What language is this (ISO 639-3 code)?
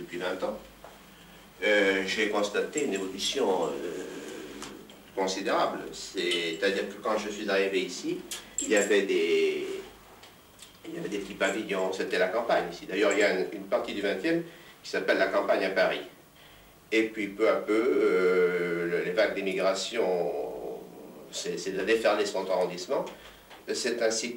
fra